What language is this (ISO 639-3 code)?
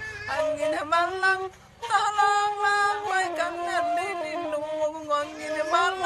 min